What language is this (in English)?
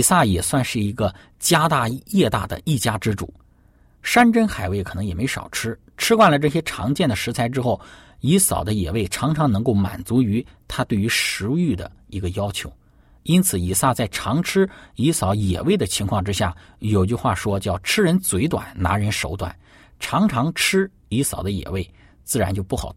Chinese